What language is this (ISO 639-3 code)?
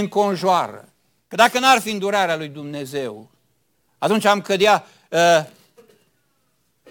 ron